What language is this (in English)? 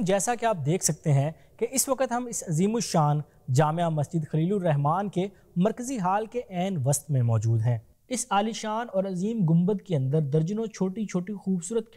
Urdu